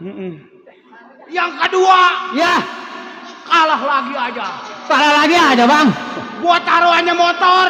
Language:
Betawi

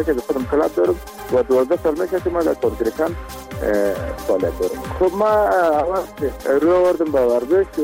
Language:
Persian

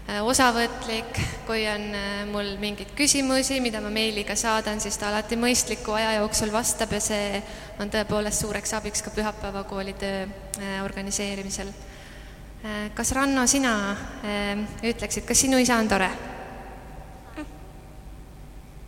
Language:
Estonian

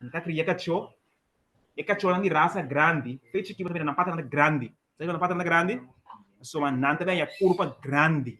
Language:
Papiamento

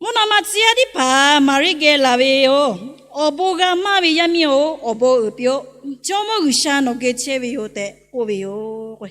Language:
Lahu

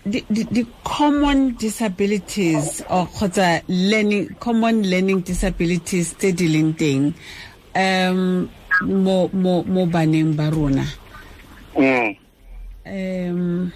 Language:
Tswana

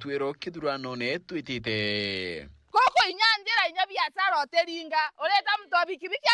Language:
Meru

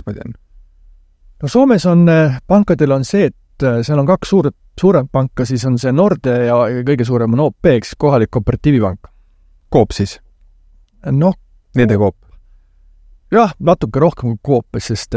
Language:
Estonian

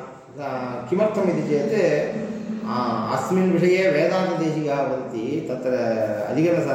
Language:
Sanskrit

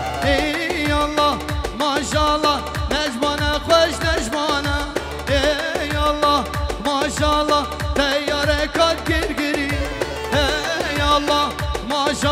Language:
Kurdish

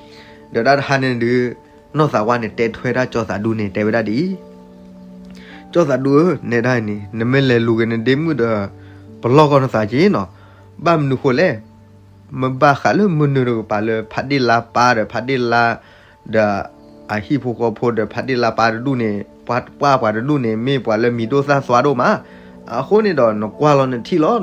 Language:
S'gaw Karen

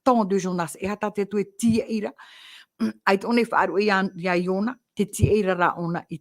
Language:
Tahitian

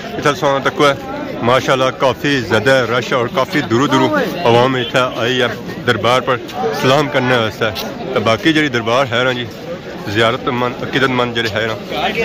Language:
Pahari-Potwari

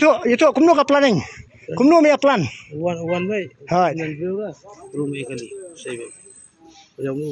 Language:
Khasi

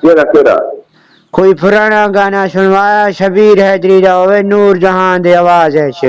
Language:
Saraiki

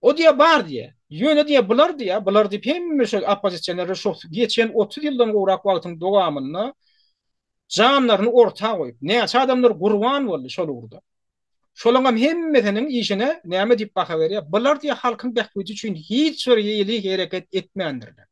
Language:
Turkmen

